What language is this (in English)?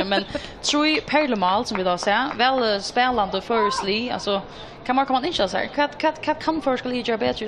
Faroese